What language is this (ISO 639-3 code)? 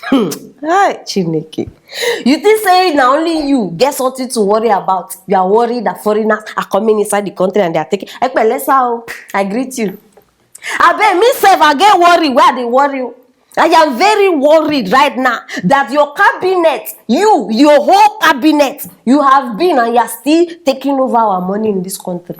pcm